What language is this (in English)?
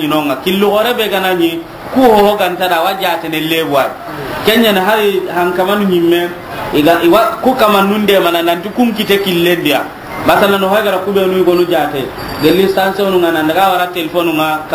Soninke